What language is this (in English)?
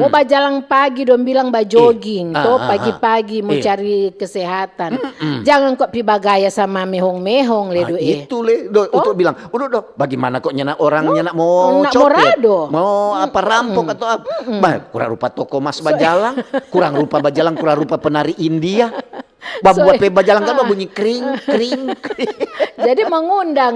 Manado Malay